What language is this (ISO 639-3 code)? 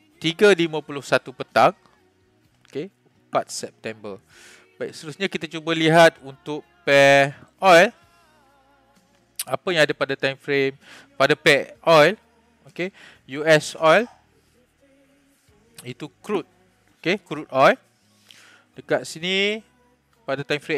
msa